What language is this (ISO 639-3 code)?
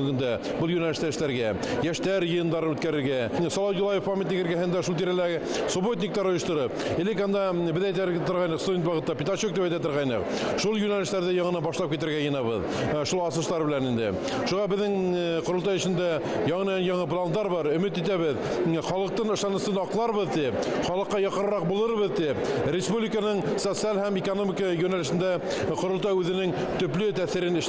bak